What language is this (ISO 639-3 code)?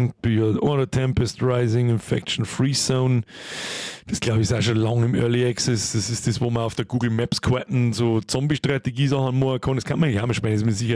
bar